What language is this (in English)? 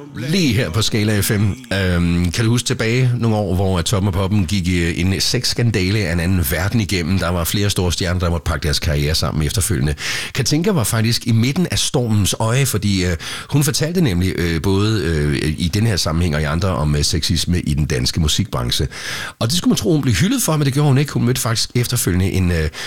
Danish